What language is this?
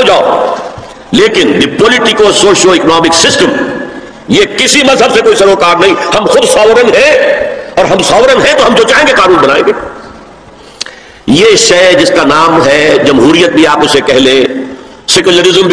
Urdu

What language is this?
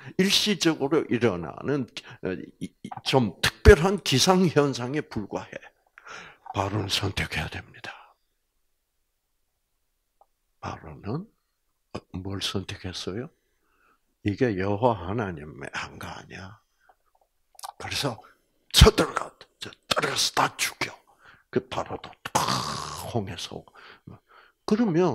Korean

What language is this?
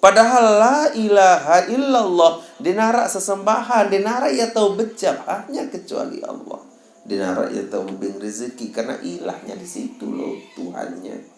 Sasak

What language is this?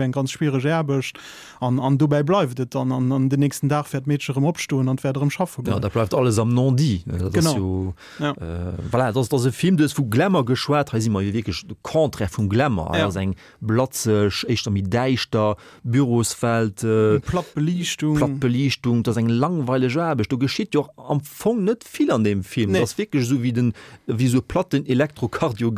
Luxembourgish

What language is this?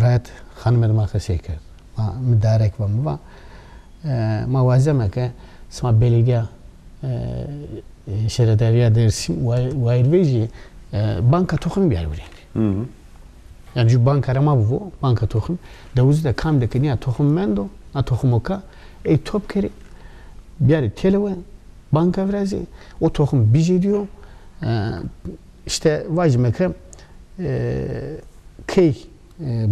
Zaza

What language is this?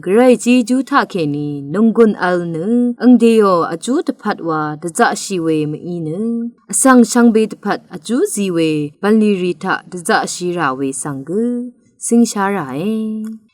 Rawang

